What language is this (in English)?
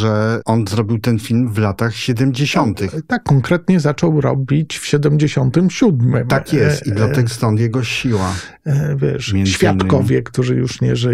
Polish